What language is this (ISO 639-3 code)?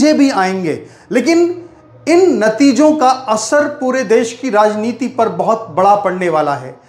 hin